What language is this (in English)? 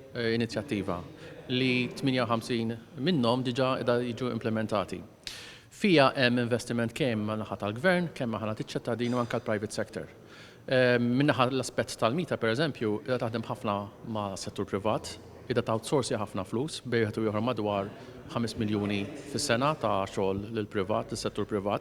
Maltese